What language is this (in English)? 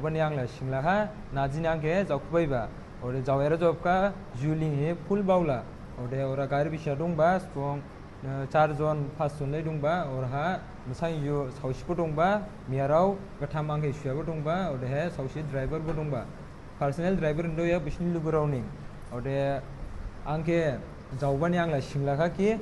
Dimasa